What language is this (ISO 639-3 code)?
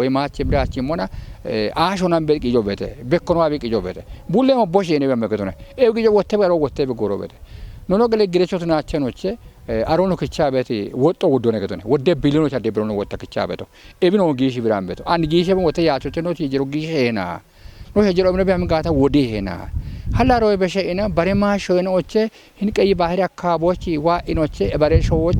kbr